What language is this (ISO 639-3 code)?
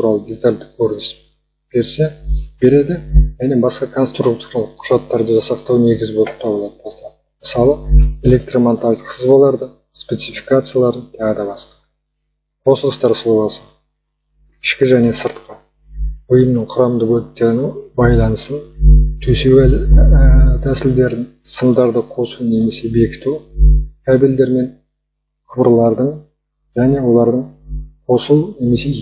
kaz